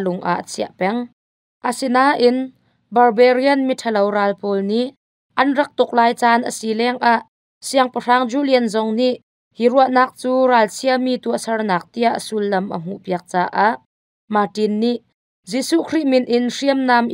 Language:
Hakha Chin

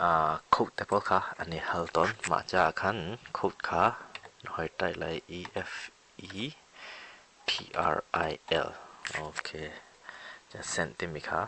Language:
Hakha Chin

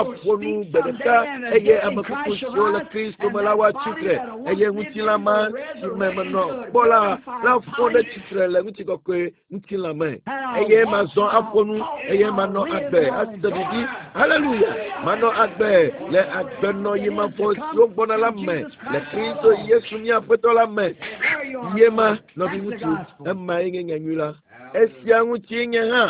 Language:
Ewe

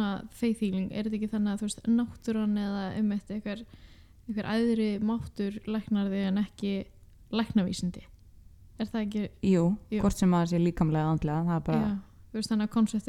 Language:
Icelandic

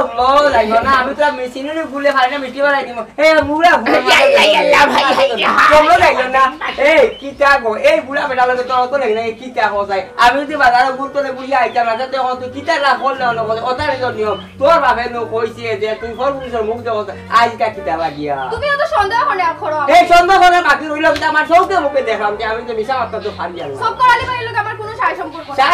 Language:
Sylheti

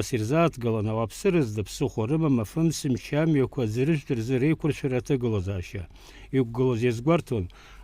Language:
Abkhazian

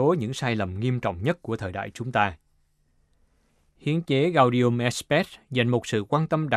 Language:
Vietnamese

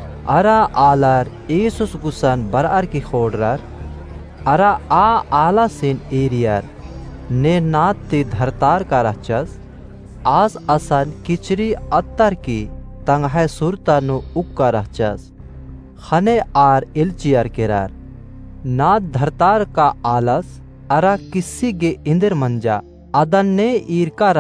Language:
Kurukh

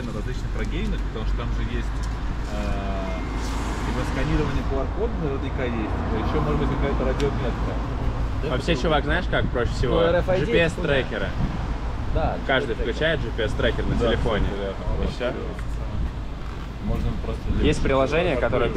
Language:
Russian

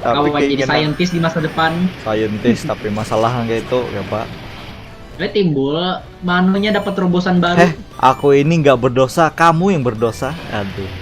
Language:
Banjar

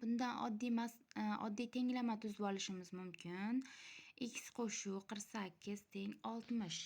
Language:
Uzbek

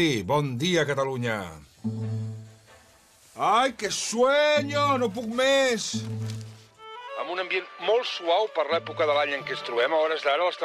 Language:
Catalan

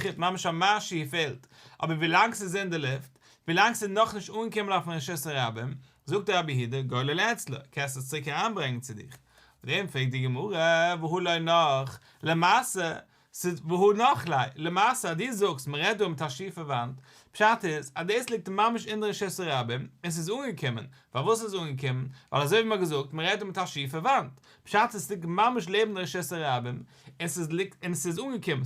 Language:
Yiddish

